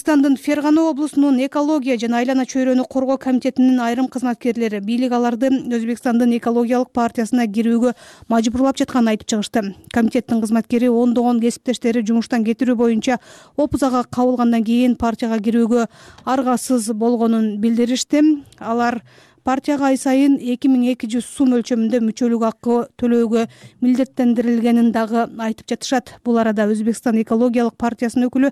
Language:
Kyrgyz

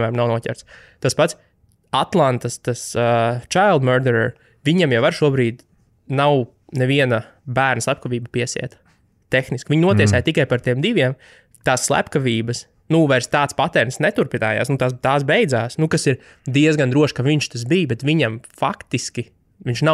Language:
Latvian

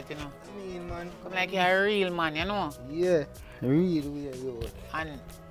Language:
Jamaican Creole English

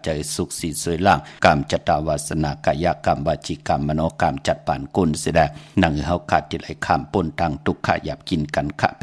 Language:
Shan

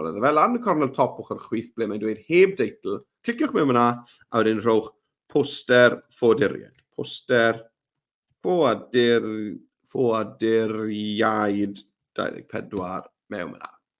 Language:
Welsh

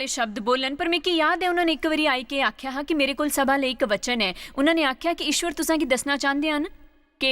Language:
Dogri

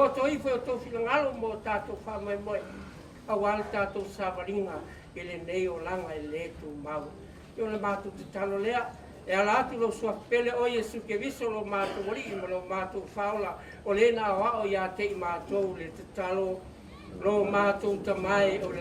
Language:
Samoan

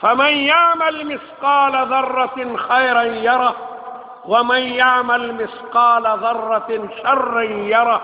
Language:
Pashto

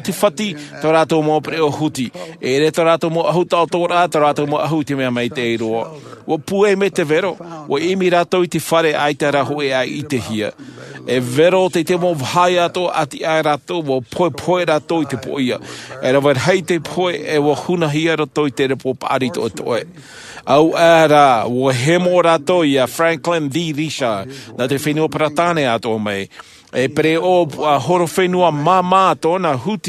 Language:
Tahitian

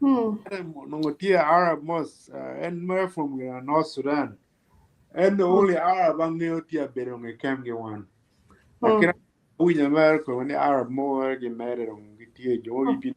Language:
Acoli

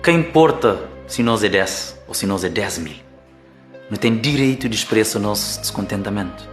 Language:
Kabuverdianu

